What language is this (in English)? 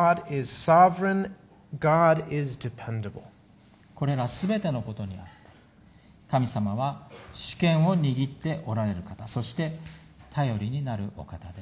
Japanese